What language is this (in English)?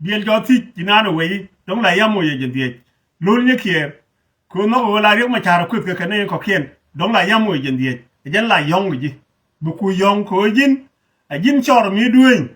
Nuer